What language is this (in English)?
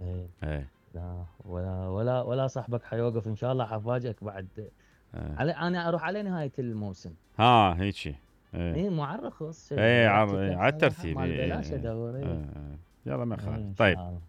Mesopotamian Arabic